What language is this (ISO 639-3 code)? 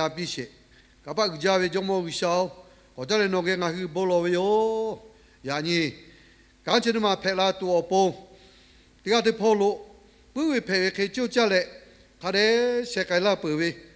lhu